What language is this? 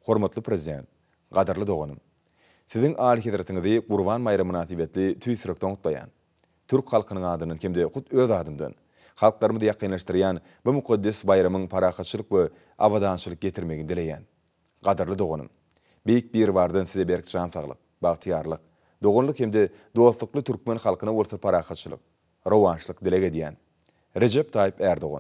Turkmen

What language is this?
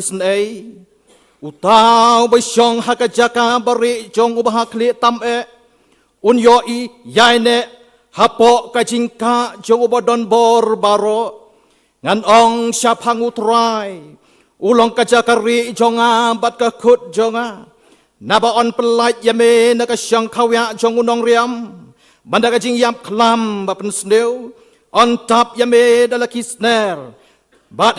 Khasi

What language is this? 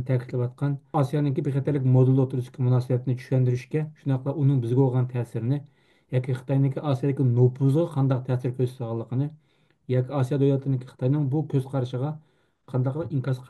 Uyghur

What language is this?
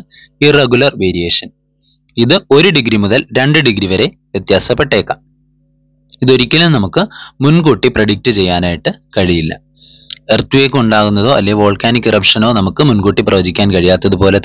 Malayalam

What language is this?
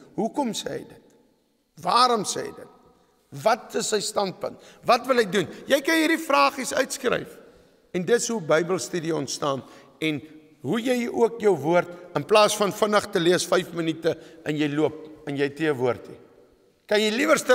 Afrikaans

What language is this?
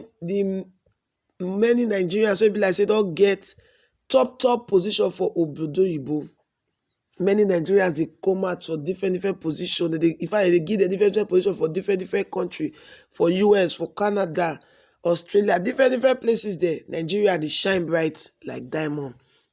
Nigerian Pidgin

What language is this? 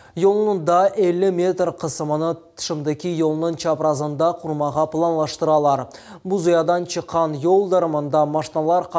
Crimean Tatar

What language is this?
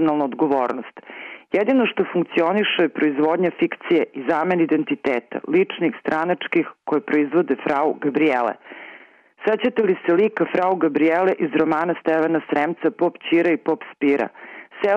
Serbian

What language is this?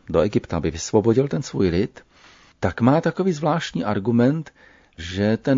Czech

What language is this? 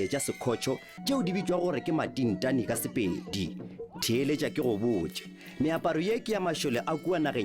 Northern Sotho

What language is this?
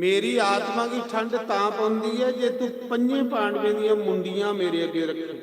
Dogri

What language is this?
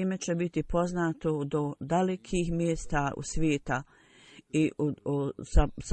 Bosnian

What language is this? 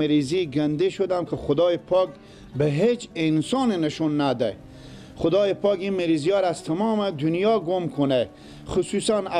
Persian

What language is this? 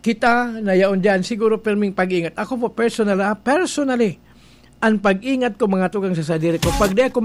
Bikol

